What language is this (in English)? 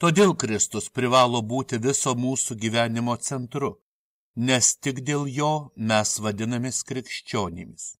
Lithuanian